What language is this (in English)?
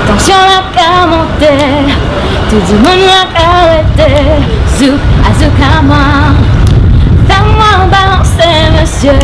Seselwa Creole French